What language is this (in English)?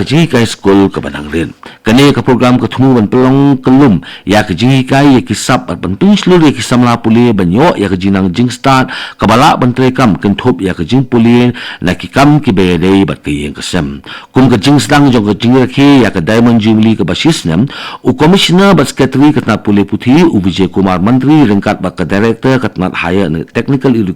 Khasi